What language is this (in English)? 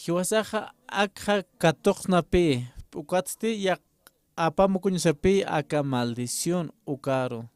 Aymara